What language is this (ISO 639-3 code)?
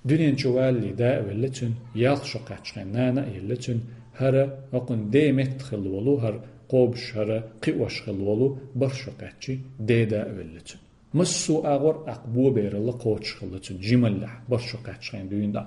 che